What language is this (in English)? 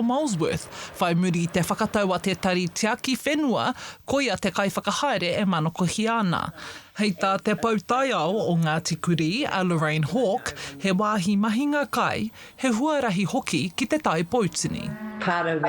Māori